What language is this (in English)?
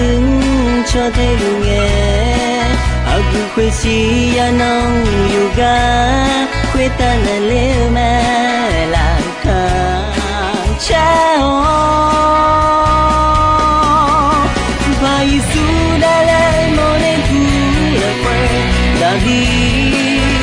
Akha